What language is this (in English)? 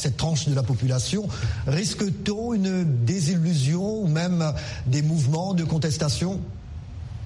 French